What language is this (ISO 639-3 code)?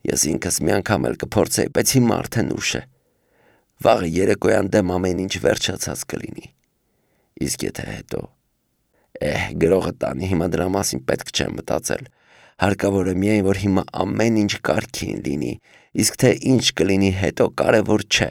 hye